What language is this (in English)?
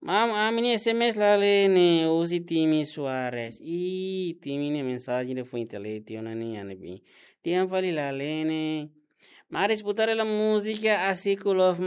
Tetum